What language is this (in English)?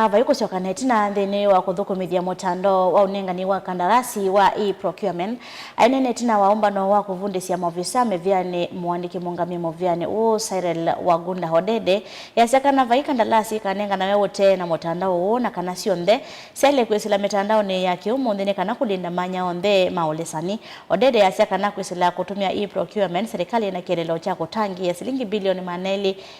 Kamba